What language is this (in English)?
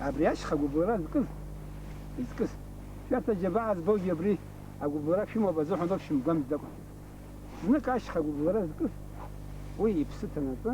Abkhazian